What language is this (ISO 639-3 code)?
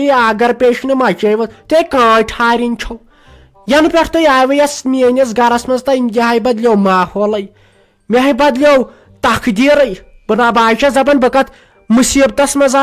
kas